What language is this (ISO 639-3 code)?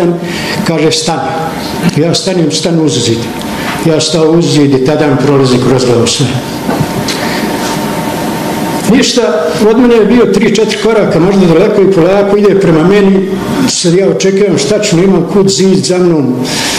bos